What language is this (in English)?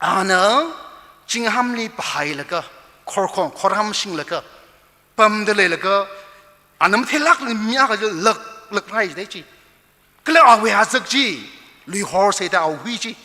Tangkhul Naga (India)